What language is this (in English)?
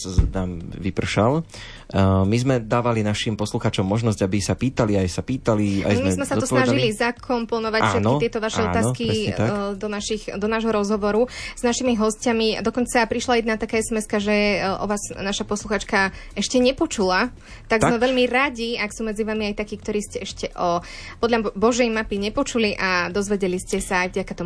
Slovak